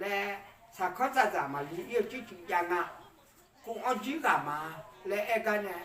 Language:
Akha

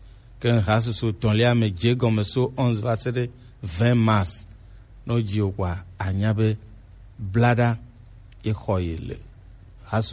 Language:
Gen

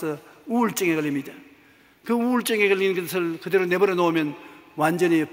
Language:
Korean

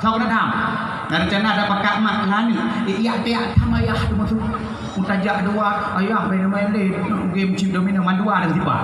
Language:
Achinese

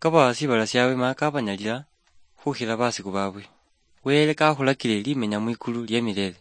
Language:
Luyia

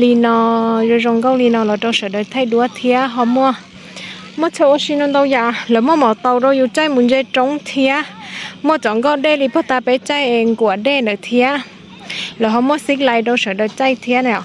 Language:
Hmong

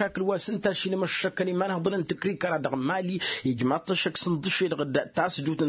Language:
Tamasheq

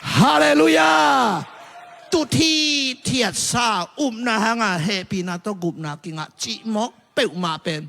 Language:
Tedim Chin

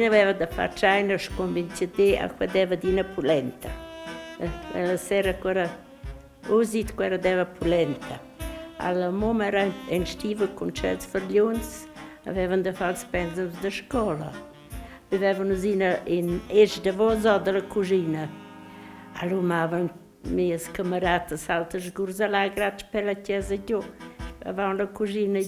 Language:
Romansh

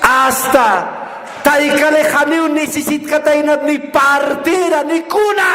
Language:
Aymara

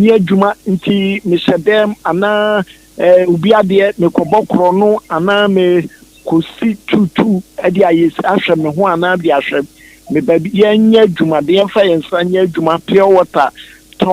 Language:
Akan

